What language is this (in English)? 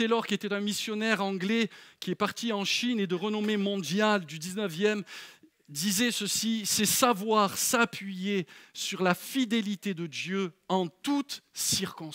French